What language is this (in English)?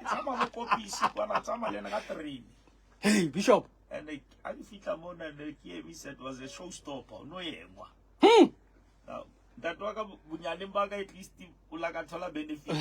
Southern Sotho